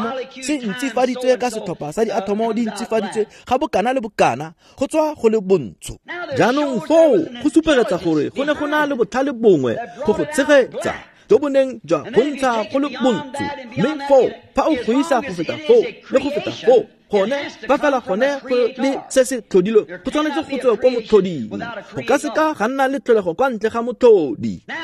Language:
Tswana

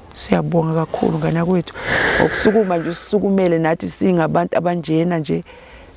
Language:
Zulu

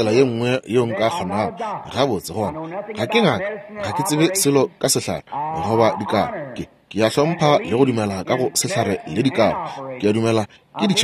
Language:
Northern Sotho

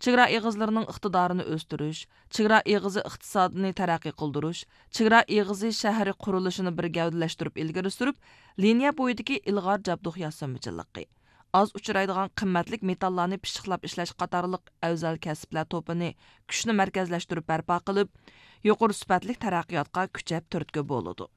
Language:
Uyghur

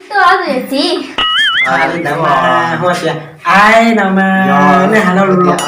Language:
Hmong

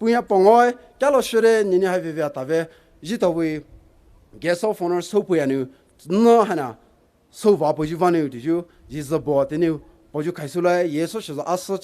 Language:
Poumei Naga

